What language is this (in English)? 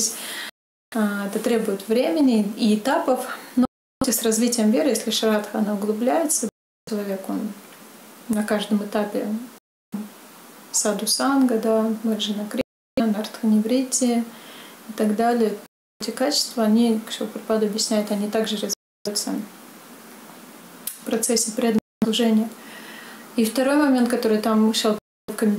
Russian